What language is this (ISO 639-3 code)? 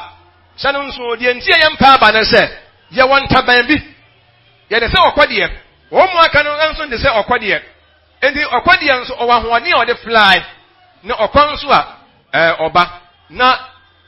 aka